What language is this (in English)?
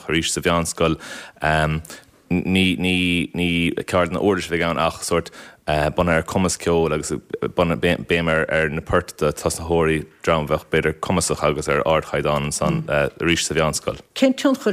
Irish